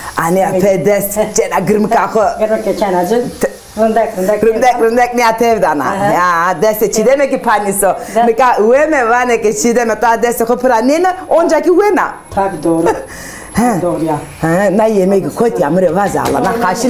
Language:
Zaza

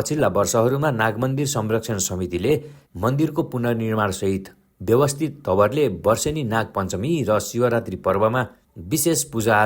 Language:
Nepali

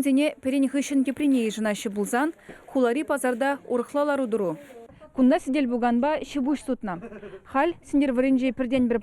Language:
Chuvash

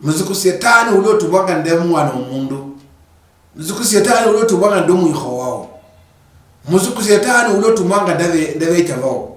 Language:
Luyia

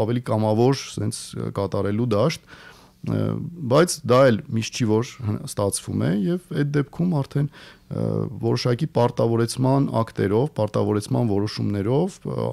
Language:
Armenian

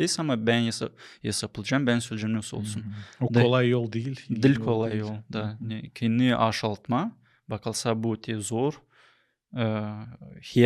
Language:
Gagauz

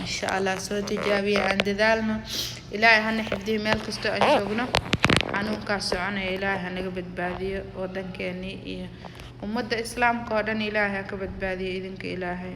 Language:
Somali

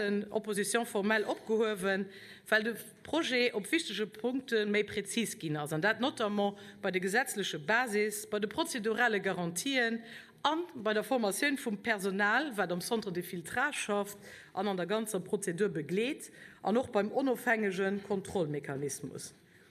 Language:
Luxembourgish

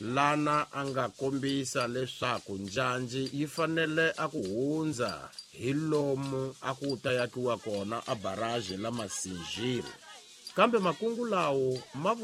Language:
Tsonga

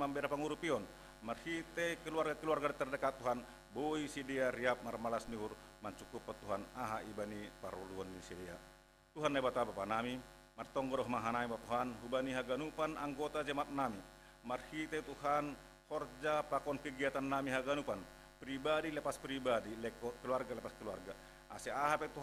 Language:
Batak Simalungun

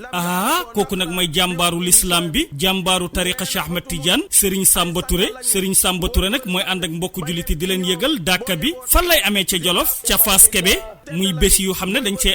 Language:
Wolof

